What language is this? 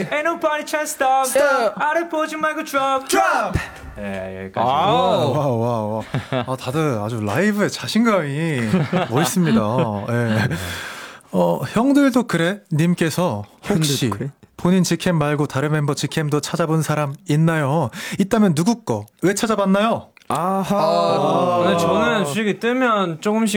Korean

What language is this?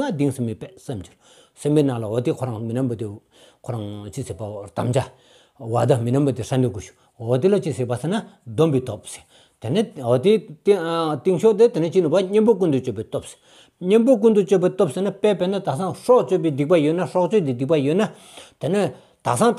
Stod Bhoti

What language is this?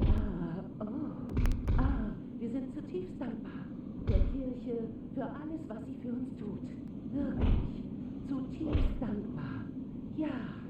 Bavarian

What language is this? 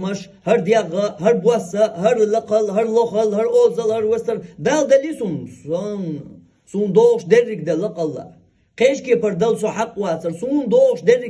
Chechen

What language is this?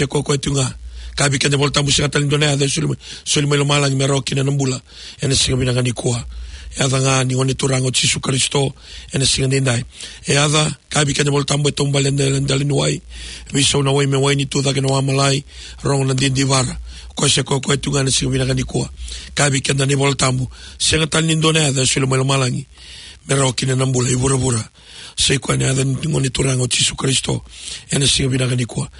Fijian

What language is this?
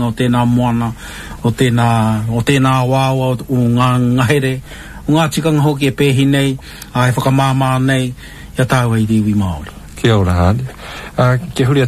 Māori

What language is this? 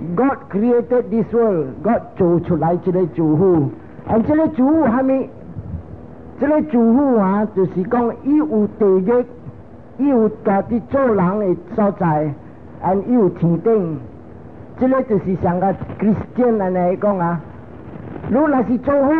Min Nan Chinese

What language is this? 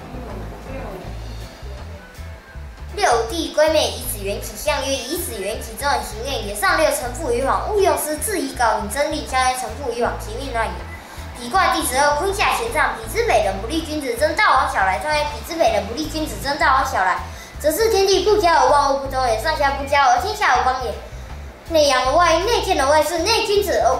Literary Chinese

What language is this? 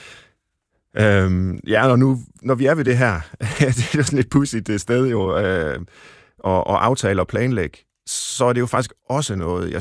Danish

